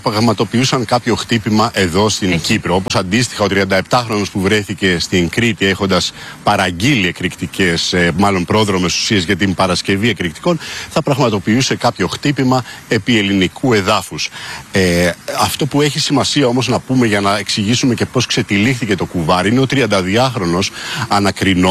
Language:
Greek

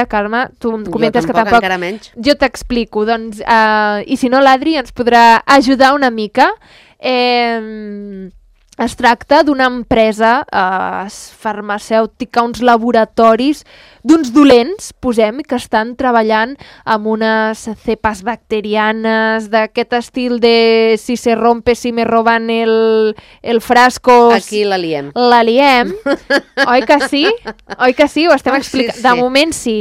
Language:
Catalan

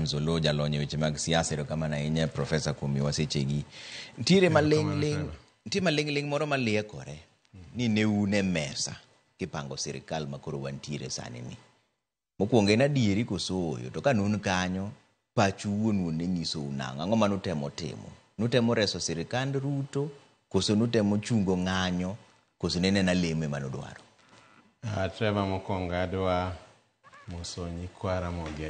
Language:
Luo (Kenya and Tanzania)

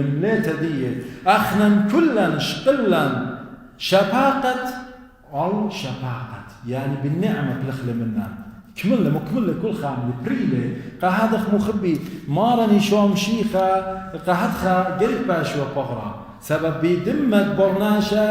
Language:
Assyrian Neo-Aramaic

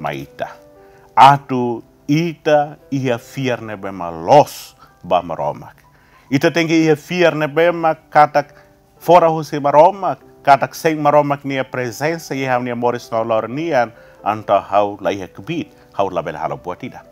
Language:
Tetum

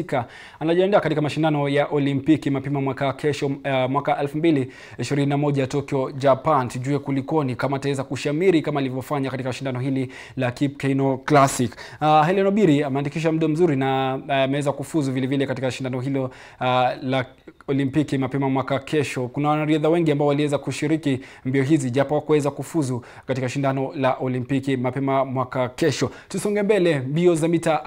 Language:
Swahili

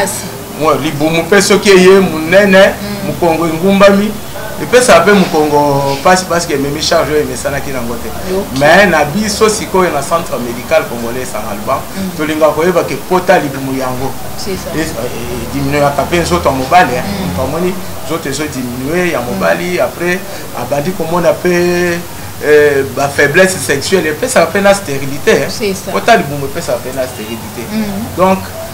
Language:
Lingala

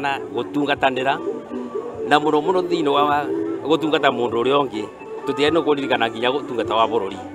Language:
Kikuyu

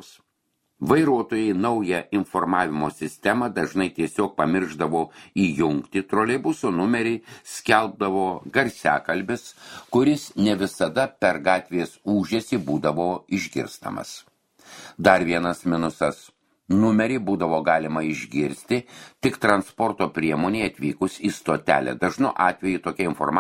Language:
Lithuanian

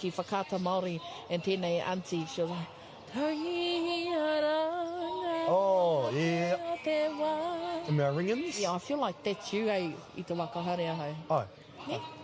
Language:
Māori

